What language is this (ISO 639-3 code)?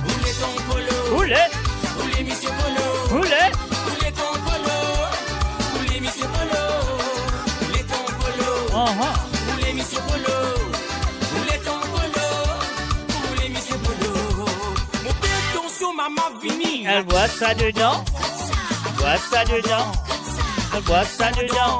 mfe